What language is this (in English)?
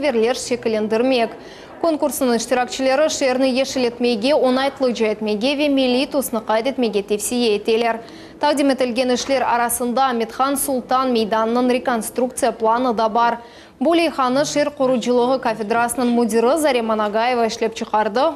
Crimean Tatar